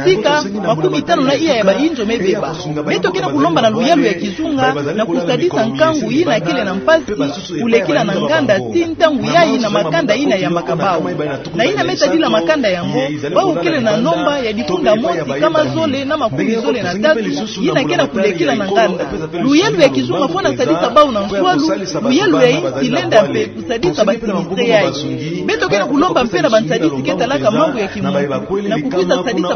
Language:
Kituba (Democratic Republic of Congo)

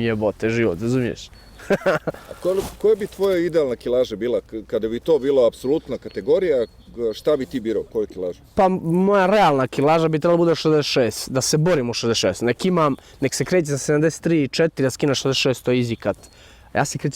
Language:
Bosnian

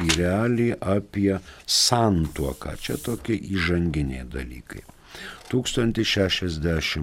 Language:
Lithuanian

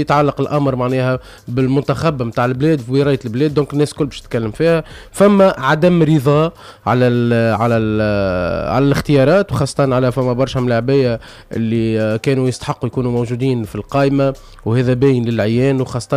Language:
Tunisian Arabic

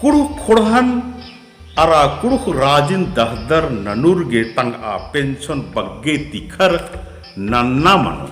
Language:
Kurukh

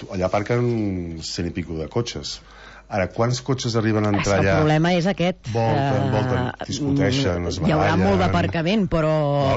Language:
Catalan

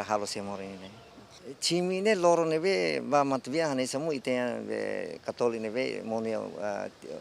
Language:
Tetum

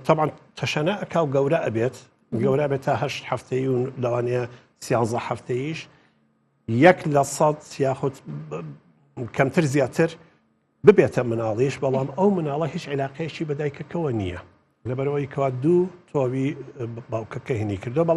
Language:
Central Kurdish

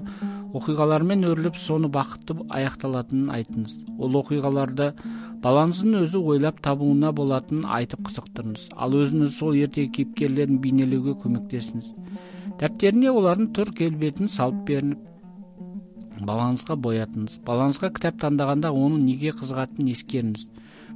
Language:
Kazakh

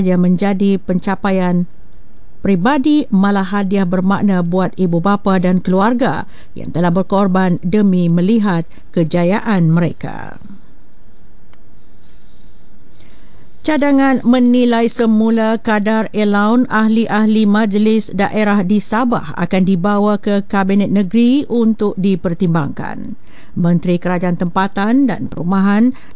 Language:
Malay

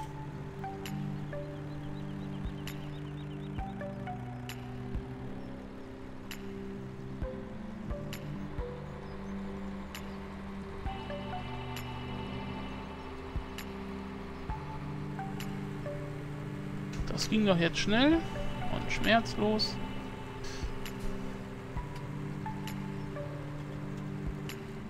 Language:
German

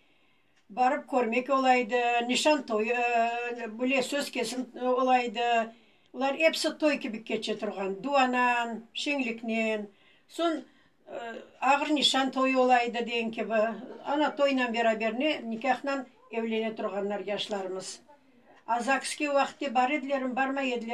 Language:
Crimean Tatar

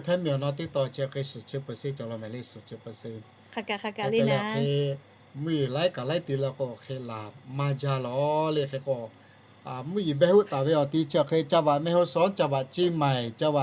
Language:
Lahu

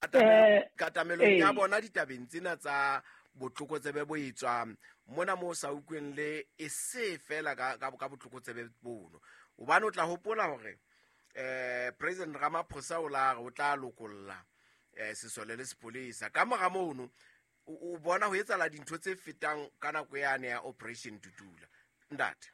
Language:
Southern Sotho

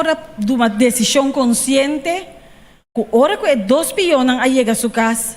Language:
Papiamento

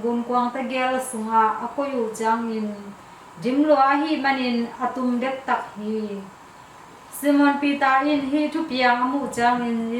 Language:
Tedim Chin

